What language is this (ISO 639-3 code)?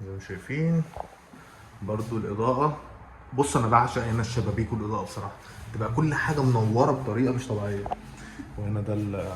arz